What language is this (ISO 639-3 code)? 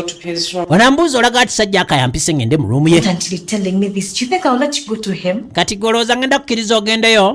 lug